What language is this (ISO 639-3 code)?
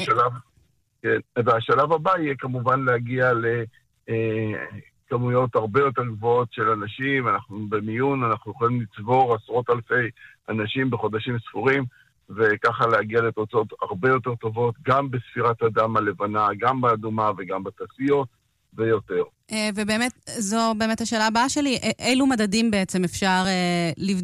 heb